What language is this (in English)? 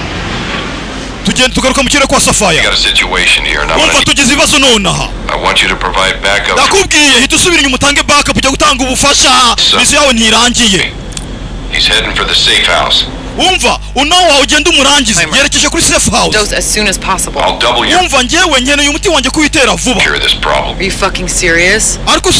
Kinyarwanda